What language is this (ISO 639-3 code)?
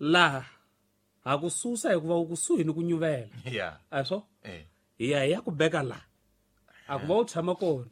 tso